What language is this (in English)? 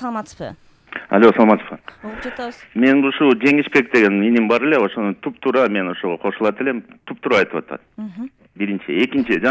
Kyrgyz